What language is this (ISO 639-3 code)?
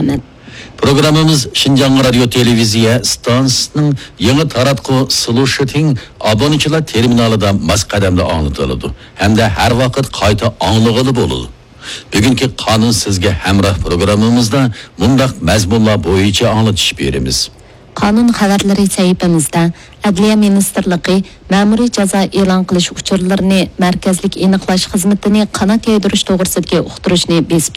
uig